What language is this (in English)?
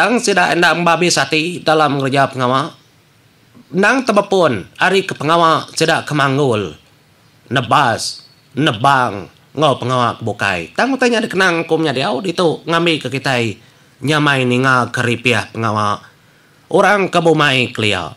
Iban